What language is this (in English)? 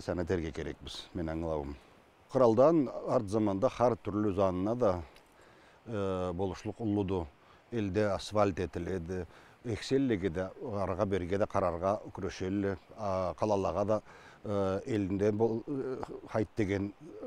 Karachay-Balkar